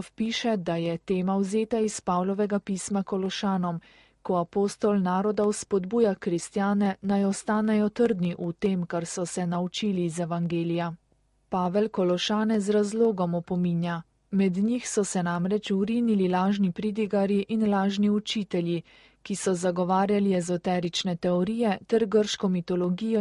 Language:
Slovenian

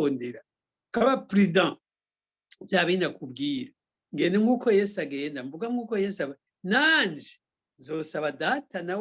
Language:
Rundi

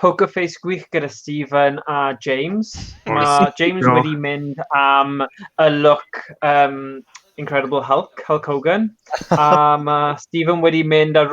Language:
Welsh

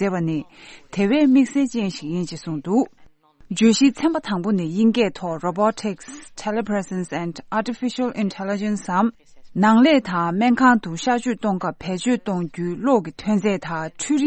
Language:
Tibetan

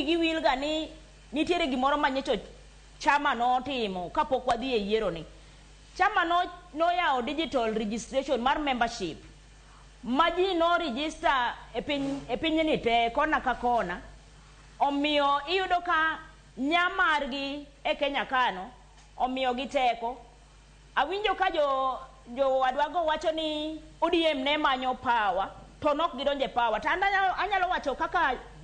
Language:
Luo (Kenya and Tanzania)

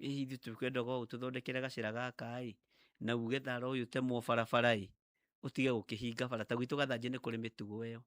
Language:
Kikuyu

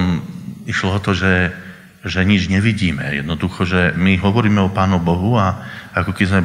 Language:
Slovak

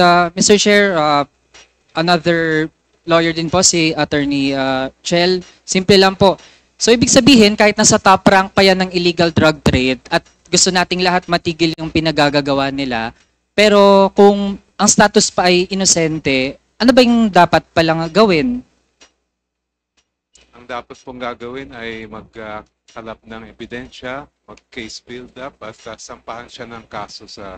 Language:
Filipino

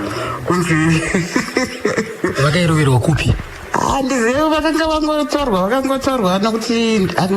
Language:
Shona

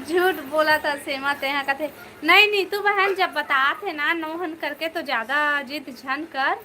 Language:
Chhattisgarhi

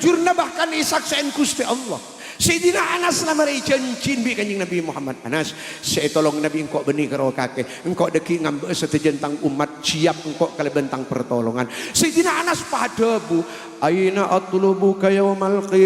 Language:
Madurese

